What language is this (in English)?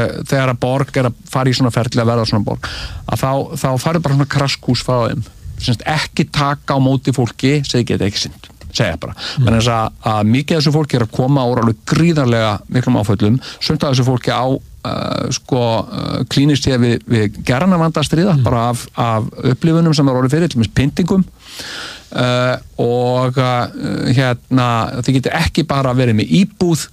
Icelandic